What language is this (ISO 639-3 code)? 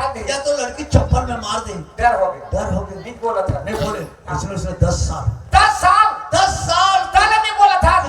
hne